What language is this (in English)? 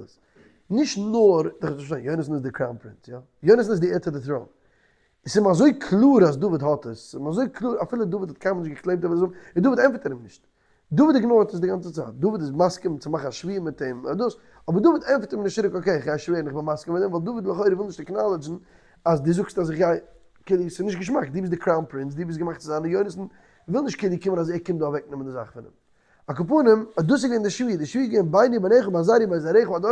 Yiddish